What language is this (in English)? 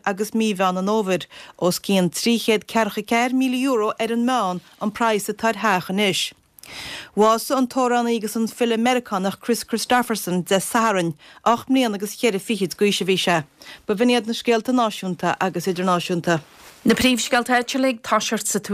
Irish